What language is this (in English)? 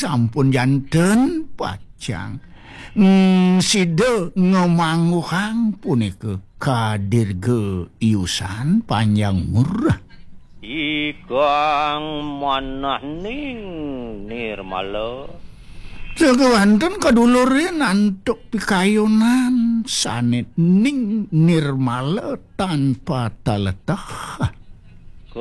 Balinese